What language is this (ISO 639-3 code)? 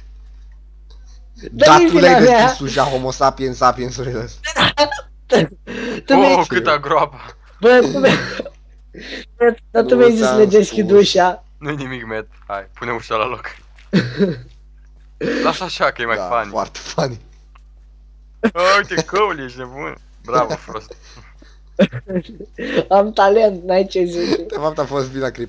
ron